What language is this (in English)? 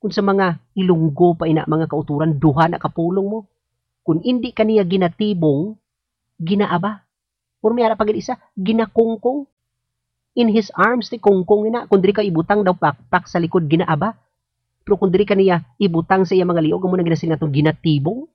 Hiligaynon